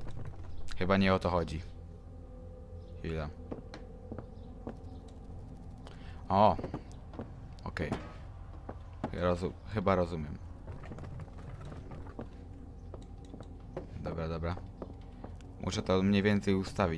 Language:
Polish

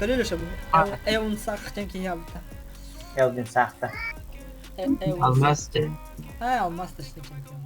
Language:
Yakut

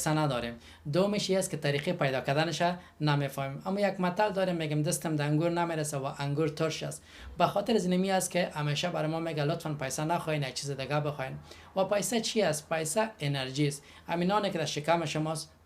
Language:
Persian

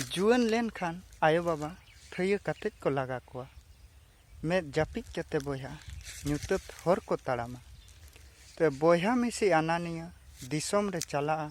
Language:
Santali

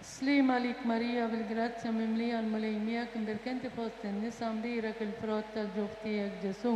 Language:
Maltese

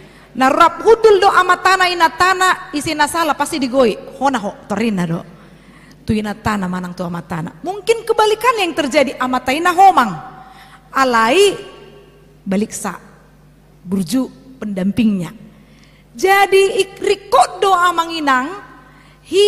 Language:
Batak Toba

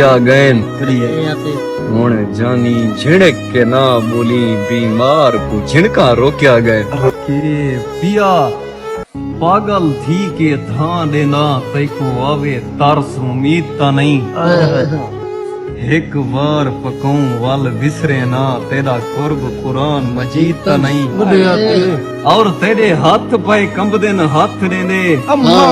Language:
Saraiki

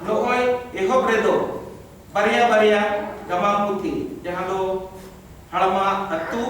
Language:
Santali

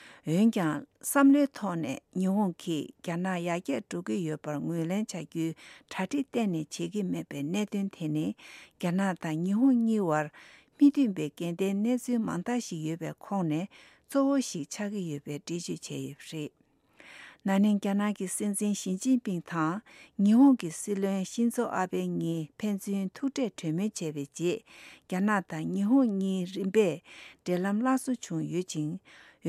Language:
Tibetan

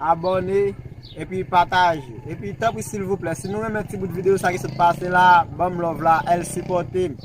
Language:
Haitian Creole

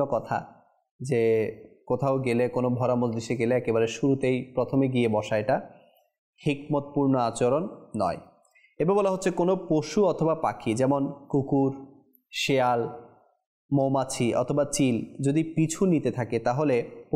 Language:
Bangla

